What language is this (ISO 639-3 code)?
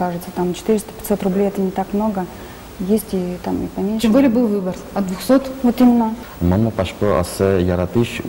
udm